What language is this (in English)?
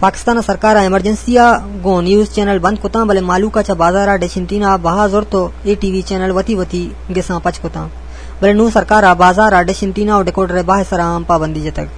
Eastern Balochi